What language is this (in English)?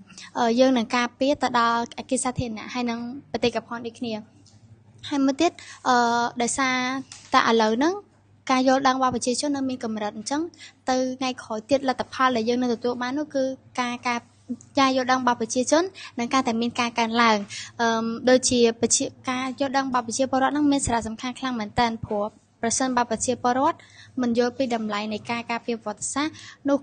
Khmer